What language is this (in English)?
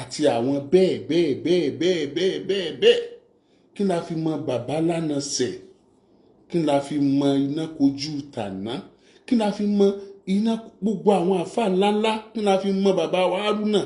Yoruba